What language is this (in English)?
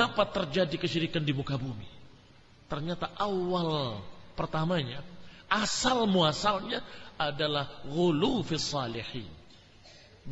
Indonesian